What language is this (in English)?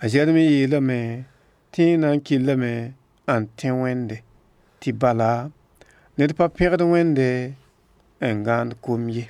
Mossi